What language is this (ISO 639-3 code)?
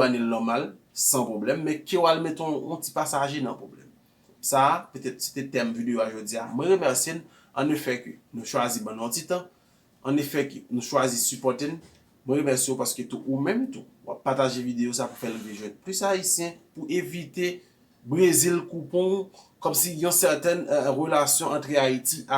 hat